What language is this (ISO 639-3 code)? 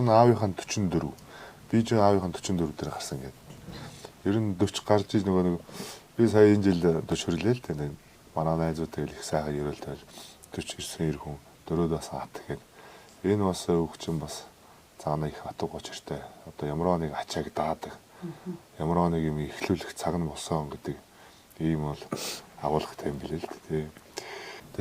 mon